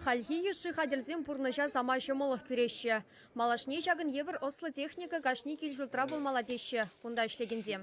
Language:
Chuvash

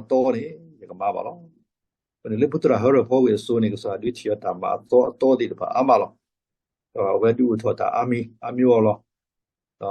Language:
S'gaw Karen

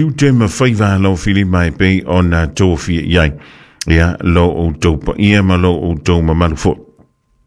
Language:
Samoan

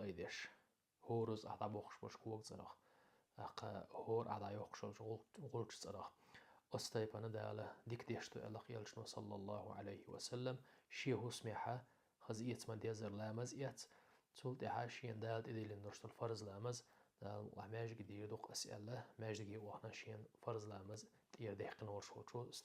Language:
Chechen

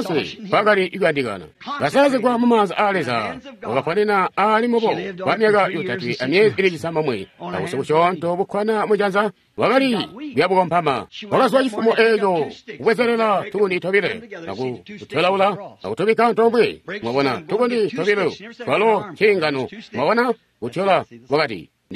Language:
Tonga (Zambia)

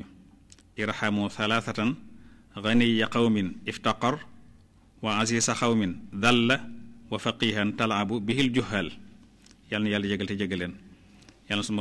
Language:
Wolof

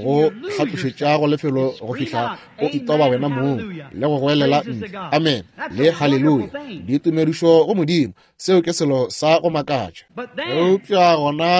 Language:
Northern Sotho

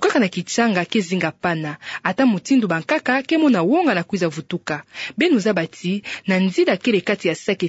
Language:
Kituba (Democratic Republic of Congo)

